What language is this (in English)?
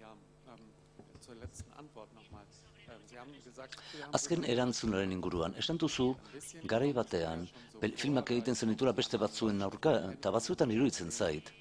Basque